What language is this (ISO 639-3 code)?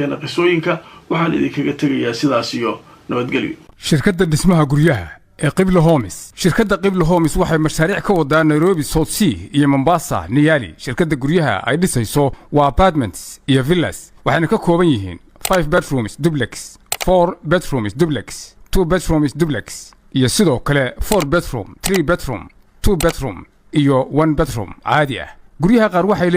som